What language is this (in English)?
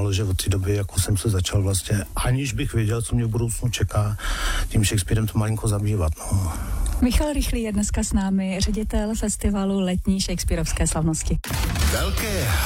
Czech